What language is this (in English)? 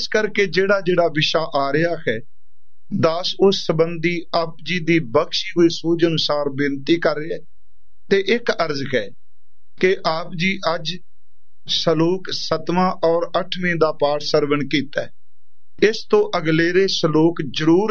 Punjabi